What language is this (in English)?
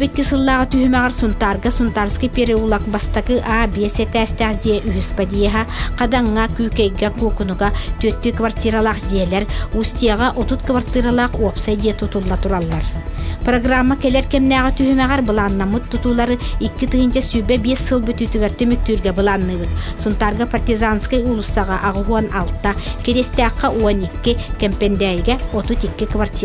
Yakut